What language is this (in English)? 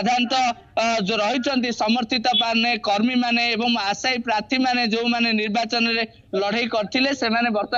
Odia